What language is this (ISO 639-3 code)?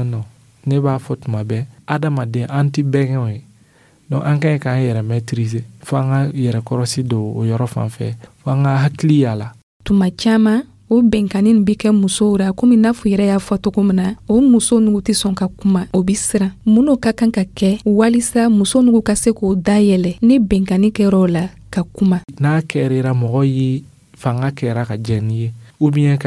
dyu